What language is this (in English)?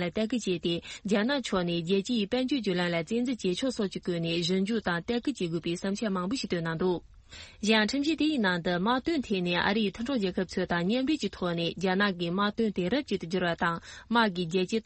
Tibetan